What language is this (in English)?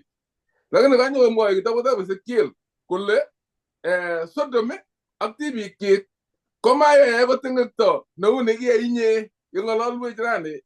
Kalenjin